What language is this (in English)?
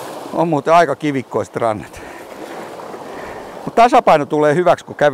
Finnish